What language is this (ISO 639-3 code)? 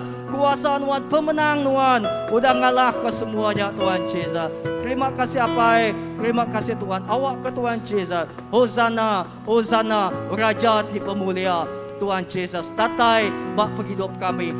iba